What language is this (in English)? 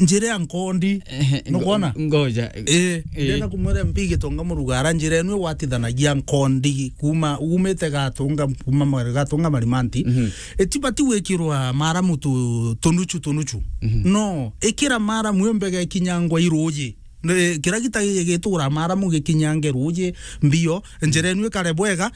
Meru